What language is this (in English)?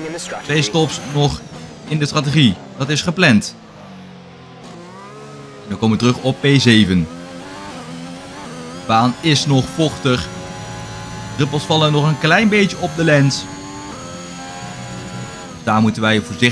Dutch